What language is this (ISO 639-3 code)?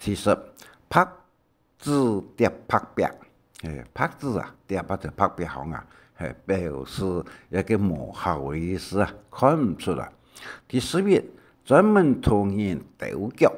hak